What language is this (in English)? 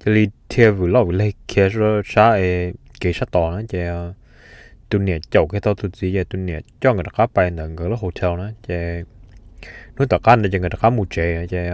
Hmong